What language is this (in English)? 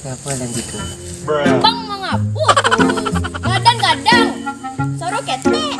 Minangkabau